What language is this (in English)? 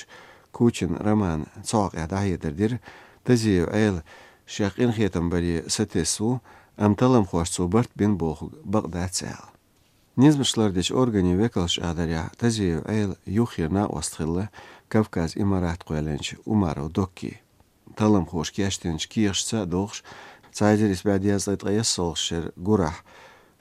Chechen